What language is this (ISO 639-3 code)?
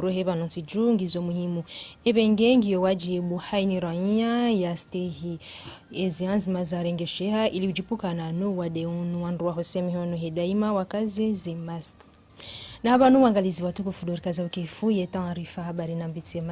zdj